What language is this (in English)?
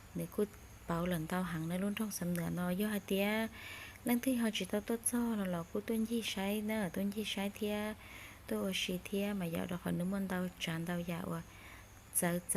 Hmong